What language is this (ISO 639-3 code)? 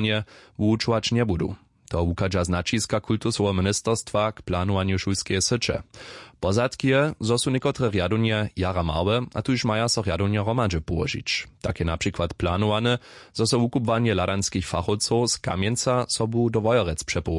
hsb